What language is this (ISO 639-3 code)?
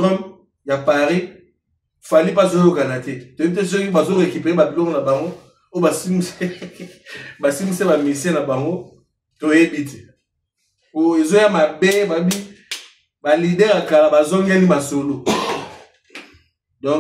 lin